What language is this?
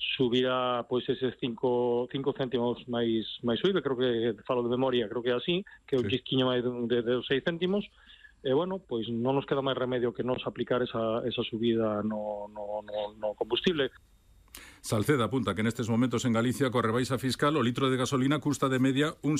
Galician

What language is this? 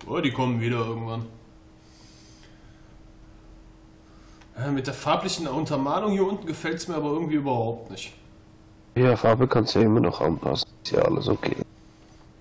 German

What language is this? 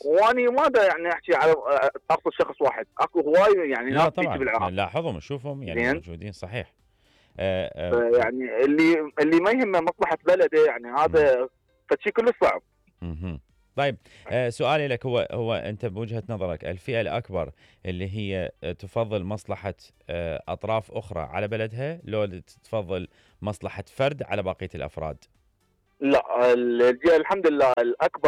Mesopotamian Arabic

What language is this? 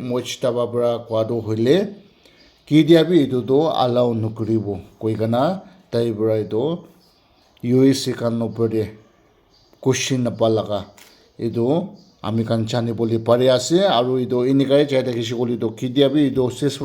Naga Pidgin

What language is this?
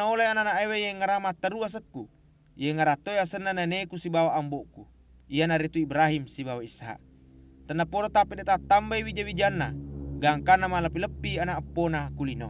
Buginese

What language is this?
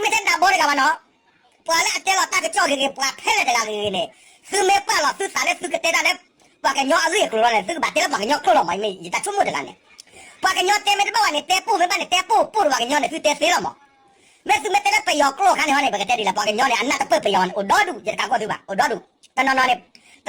S'gaw Karen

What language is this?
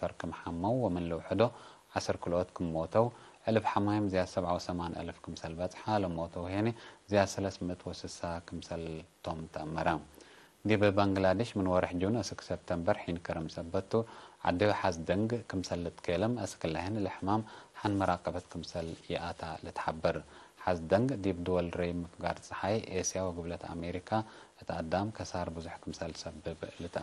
Tigre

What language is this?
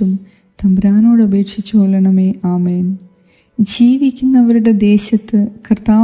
Malayalam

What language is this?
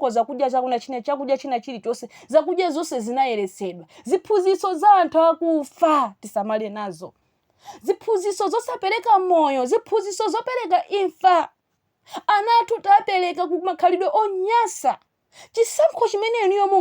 Nyanja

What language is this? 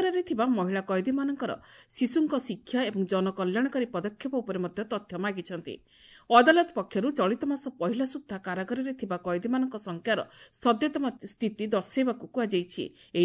Odia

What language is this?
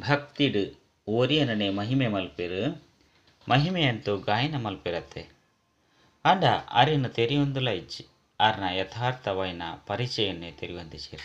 Tulu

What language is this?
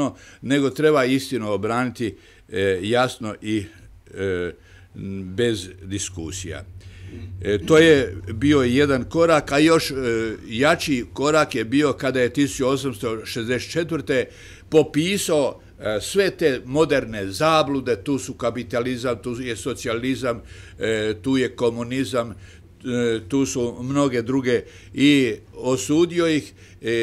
Croatian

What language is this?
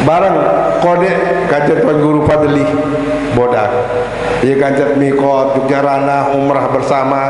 Sasak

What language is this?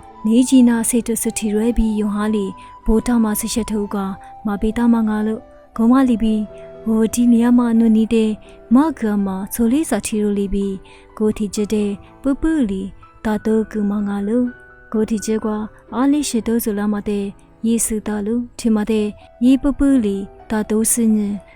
Lisu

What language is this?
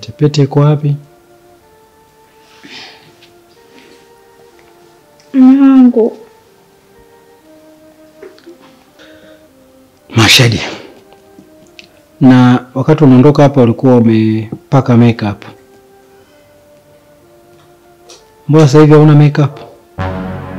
Swahili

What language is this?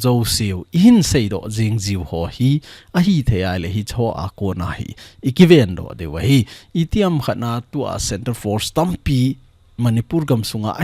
Thado Chin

